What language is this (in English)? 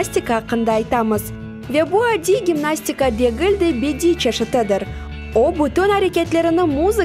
Crimean Tatar